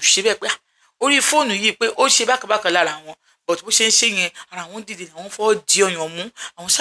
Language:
Yoruba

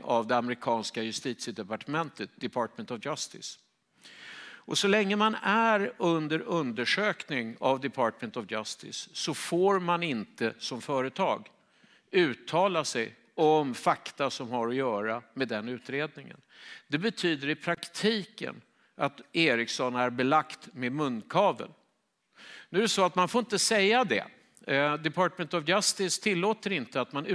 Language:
Swedish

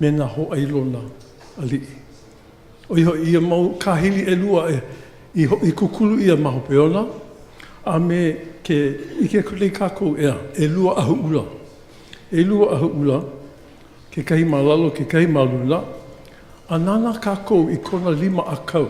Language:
Hawaiian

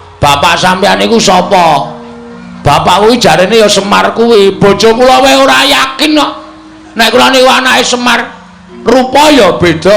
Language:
Javanese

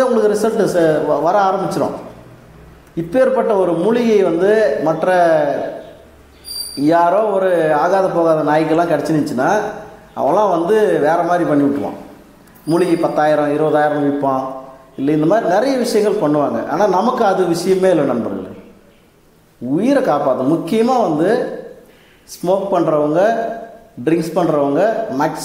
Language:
Tamil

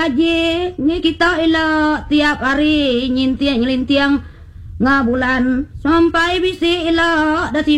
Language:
Iban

